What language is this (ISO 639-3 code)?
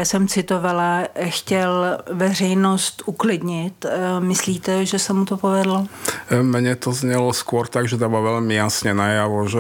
ces